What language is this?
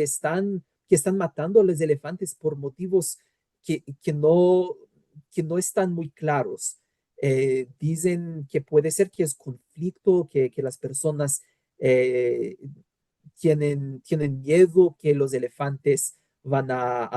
Ladino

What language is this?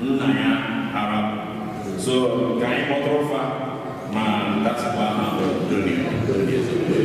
Igbo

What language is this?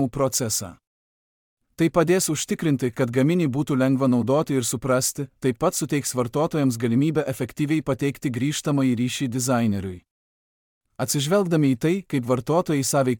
Lithuanian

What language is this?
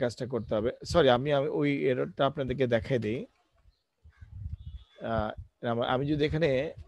Bangla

